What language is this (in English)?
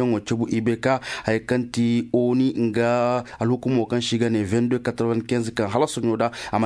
Koyraboro Senni